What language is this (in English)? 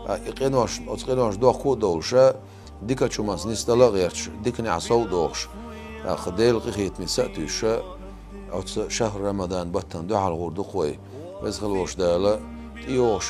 Chechen